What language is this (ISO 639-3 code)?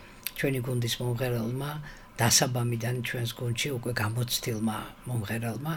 kat